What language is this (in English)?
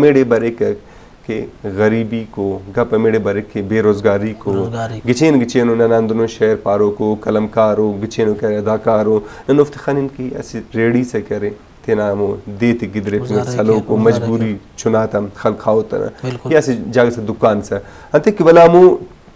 Brahui